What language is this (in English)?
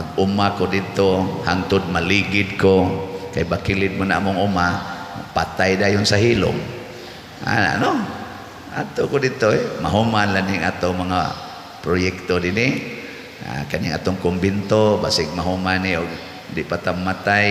Cebuano